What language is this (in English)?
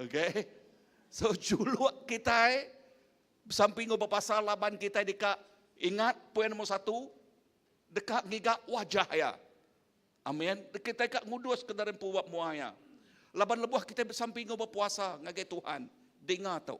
Iban